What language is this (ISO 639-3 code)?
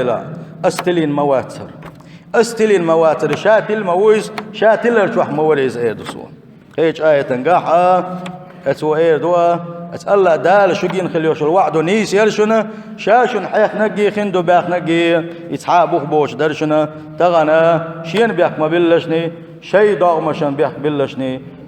che